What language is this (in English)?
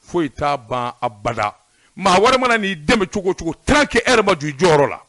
Bambara